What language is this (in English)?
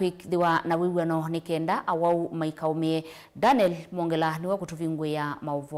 Kamba